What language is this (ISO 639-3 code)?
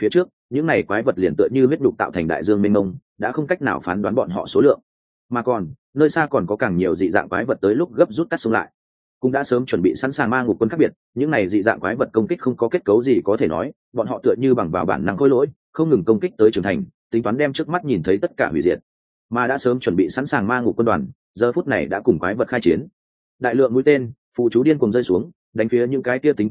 vie